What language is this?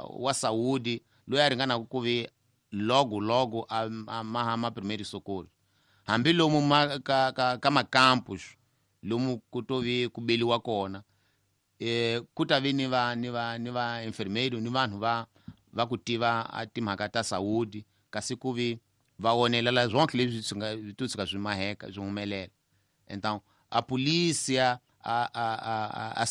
Tsonga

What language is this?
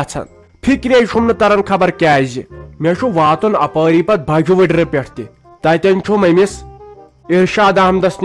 Kashmiri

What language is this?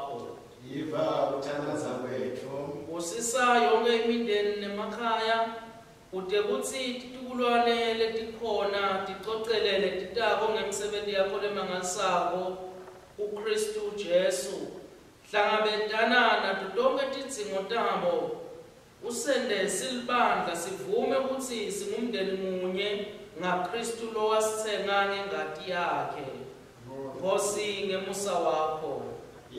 Swati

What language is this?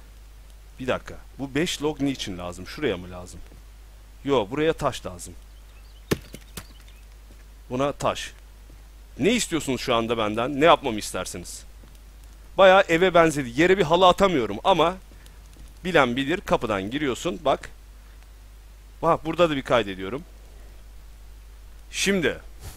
Turkish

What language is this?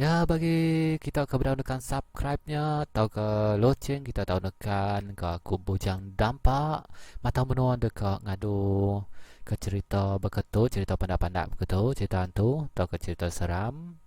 Iban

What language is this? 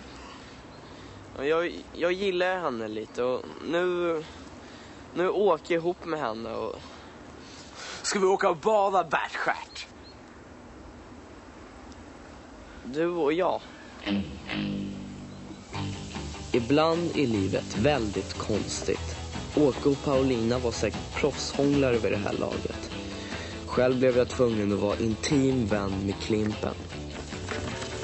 Swedish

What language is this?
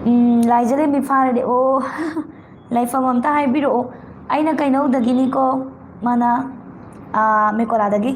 Manipuri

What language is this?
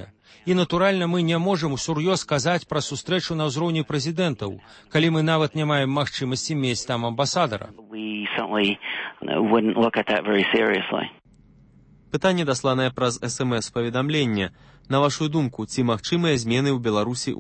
Belarusian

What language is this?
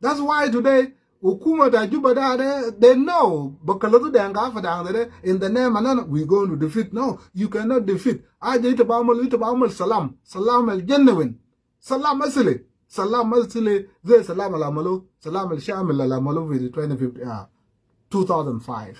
Sudanese Creole Arabic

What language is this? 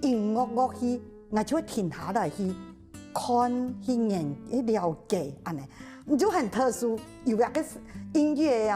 Hakka Chinese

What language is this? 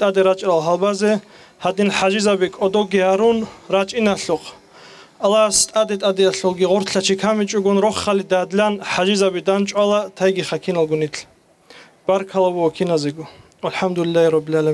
Avaric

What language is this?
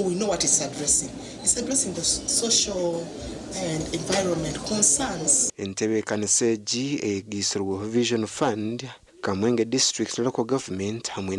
Nyankole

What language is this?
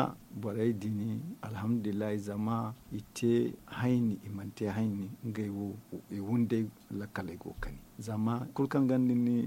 Zarma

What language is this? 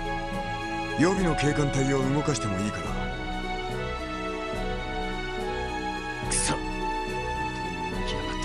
Japanese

